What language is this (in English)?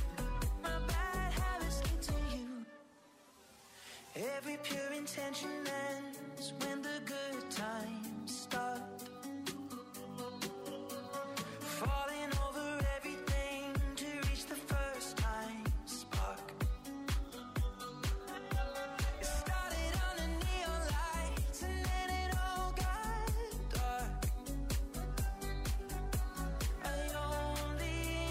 English